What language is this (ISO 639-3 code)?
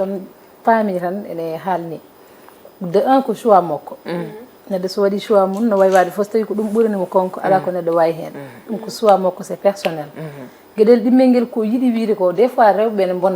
ful